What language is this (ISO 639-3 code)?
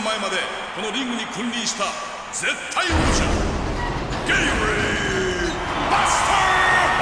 jpn